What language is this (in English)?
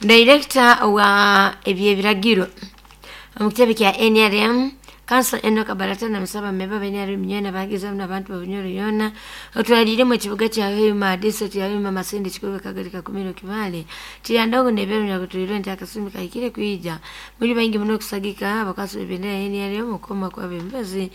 Nyoro